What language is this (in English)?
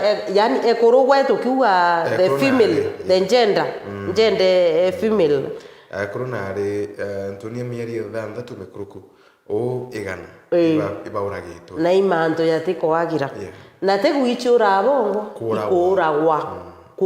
Meru